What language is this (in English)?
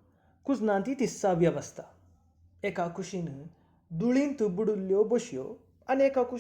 Konkani